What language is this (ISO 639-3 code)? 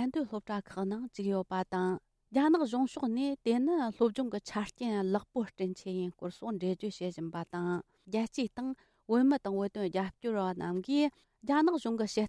bod